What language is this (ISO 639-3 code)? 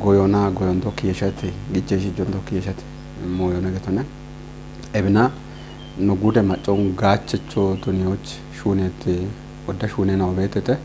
kbr